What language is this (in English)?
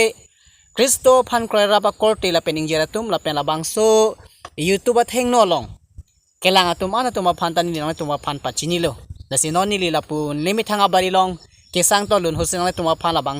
Karbi